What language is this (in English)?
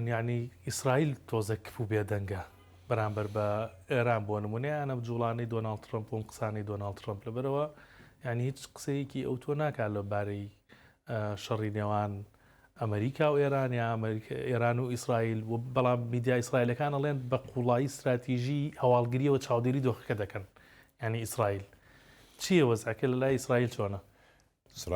Central Kurdish